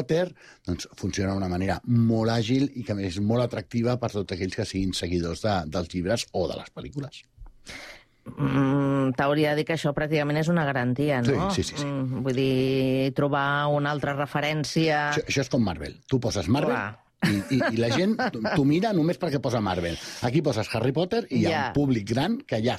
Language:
Catalan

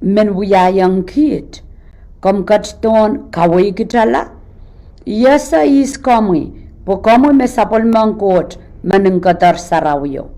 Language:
Pohnpeian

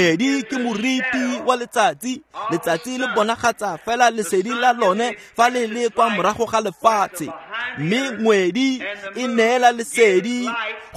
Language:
Tswana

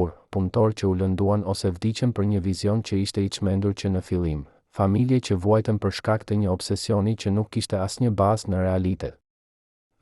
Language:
Albanian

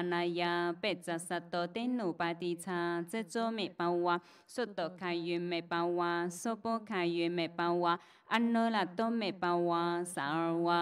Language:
Chinese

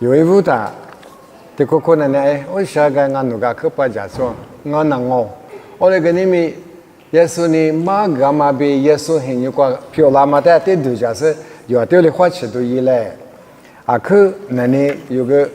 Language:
Lisu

